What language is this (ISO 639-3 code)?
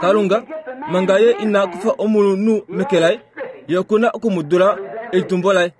kua